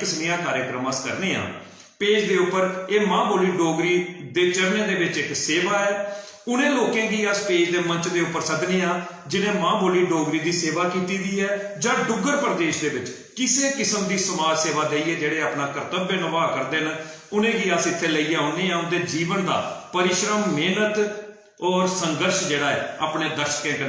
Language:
Dogri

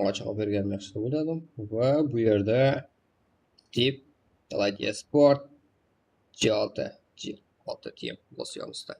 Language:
Kara-Kalpak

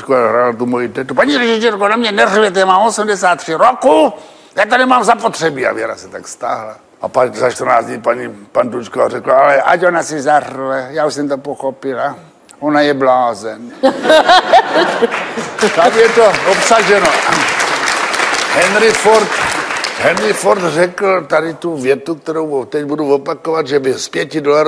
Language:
Czech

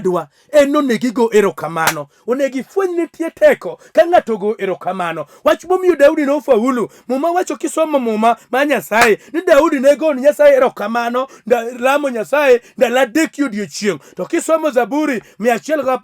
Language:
Luo (Kenya and Tanzania)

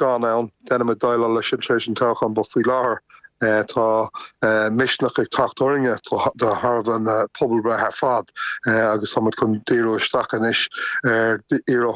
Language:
Irish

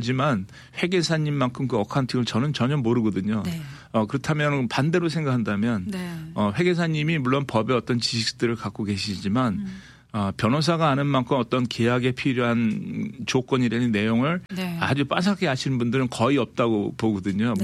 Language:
Korean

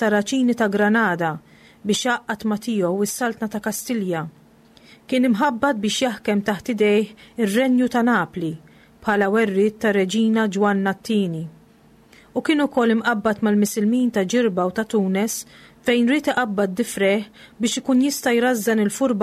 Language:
Maltese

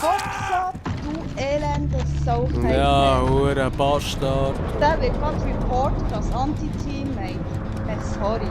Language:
Swiss German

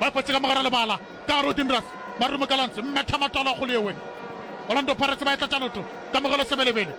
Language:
Northern Sotho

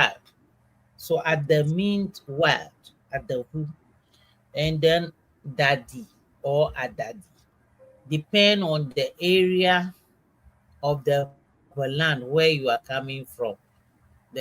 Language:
Ewe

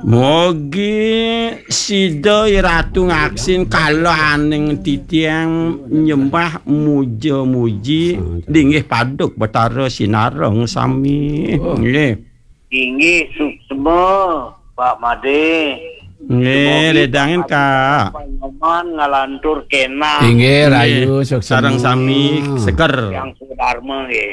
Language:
Balinese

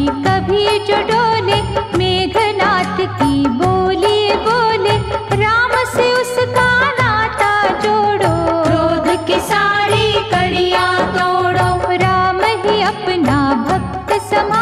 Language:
Hindi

